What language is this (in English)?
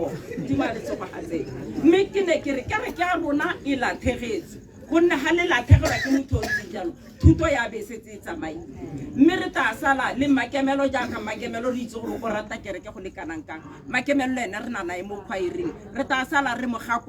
Tswana